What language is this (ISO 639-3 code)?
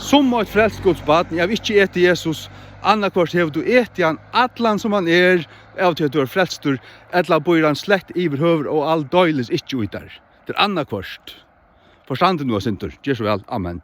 fao